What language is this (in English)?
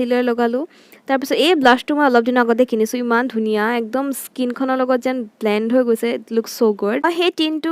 Assamese